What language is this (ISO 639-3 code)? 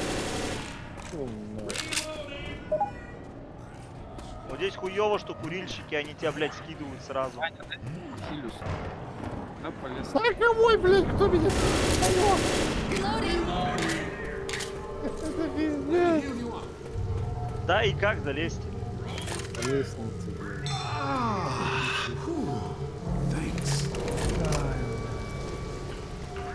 rus